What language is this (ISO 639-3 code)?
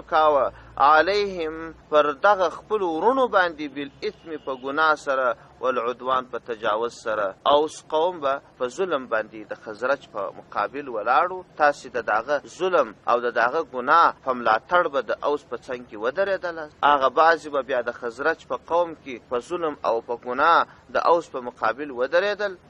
pus